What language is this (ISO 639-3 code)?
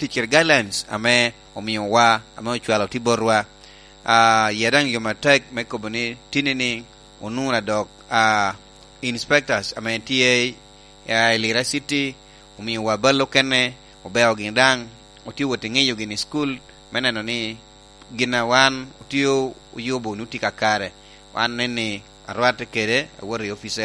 laj